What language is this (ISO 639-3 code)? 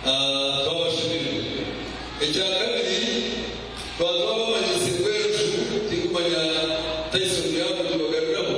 nyn